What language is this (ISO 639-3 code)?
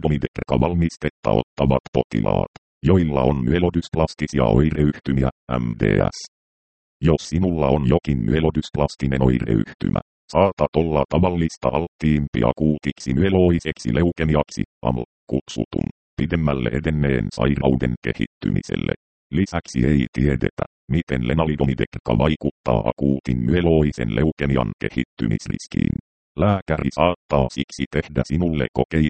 fin